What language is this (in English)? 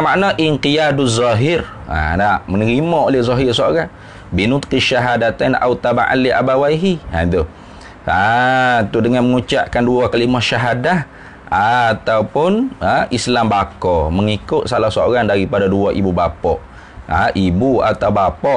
Malay